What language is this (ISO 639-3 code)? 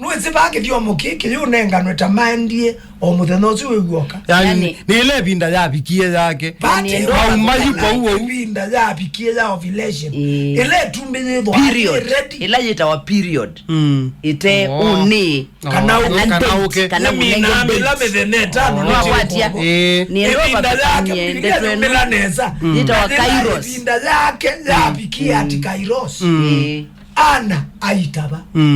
kam